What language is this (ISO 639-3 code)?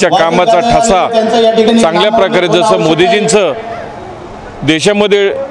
mar